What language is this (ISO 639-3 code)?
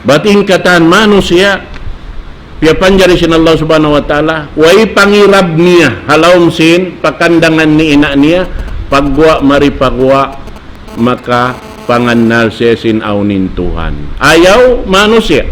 tsg